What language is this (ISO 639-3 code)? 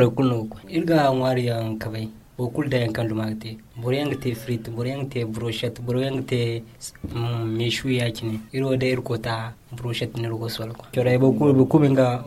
dje